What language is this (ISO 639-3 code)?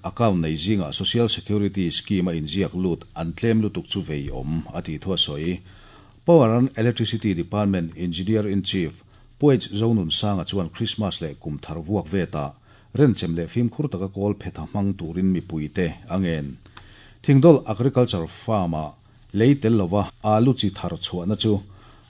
lus